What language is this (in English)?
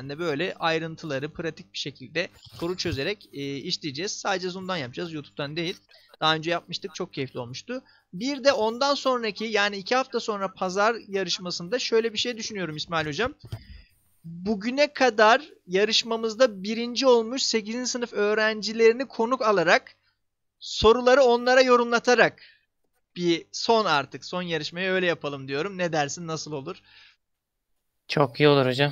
Turkish